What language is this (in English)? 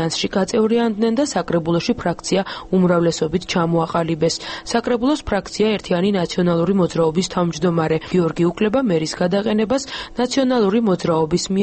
Georgian